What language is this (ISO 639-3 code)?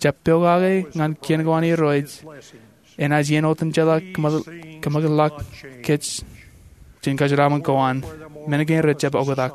mah